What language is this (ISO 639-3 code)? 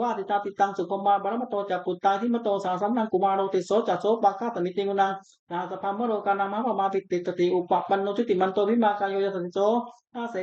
pli